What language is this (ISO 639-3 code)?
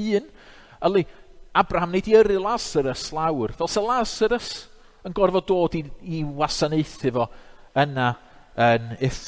cym